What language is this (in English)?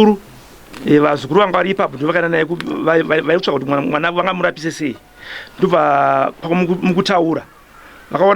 Shona